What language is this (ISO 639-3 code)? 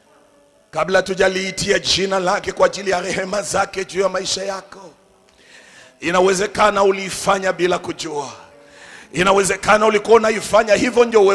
swa